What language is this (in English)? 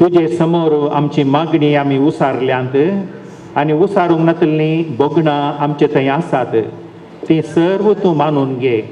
Konkani